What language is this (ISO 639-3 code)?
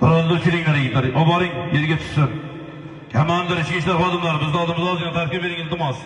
uzb